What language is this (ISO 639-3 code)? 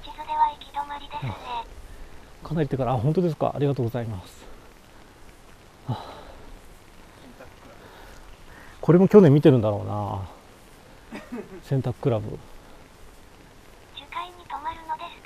jpn